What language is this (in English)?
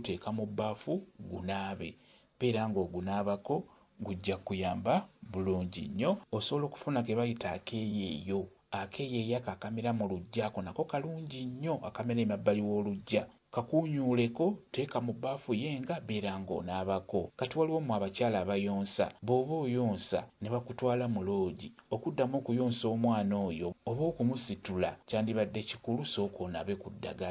Ganda